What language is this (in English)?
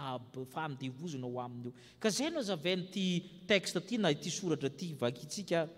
Malagasy